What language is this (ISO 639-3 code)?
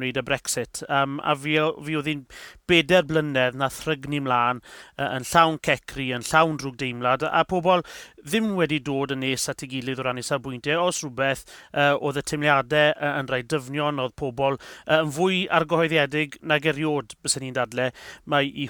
cym